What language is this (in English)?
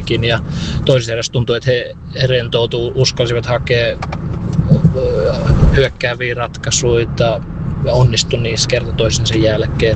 Finnish